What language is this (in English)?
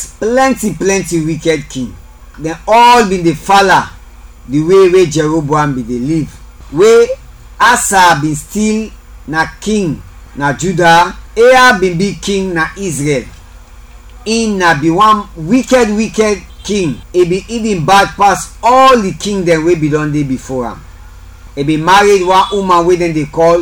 Krio